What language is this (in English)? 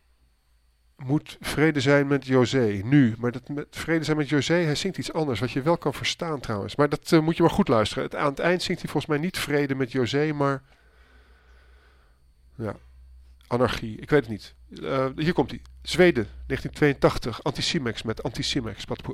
Dutch